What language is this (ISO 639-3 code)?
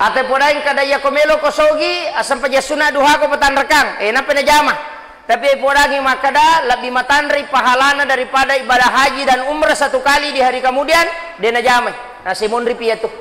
bug